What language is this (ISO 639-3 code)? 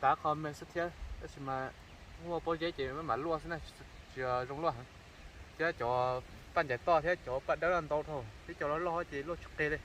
hmn